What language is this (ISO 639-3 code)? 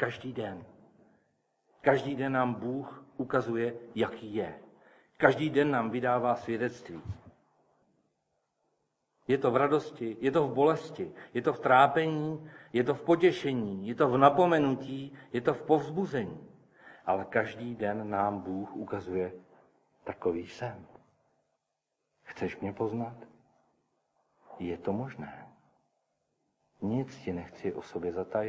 ces